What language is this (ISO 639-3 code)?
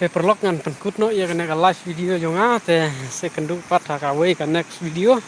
kha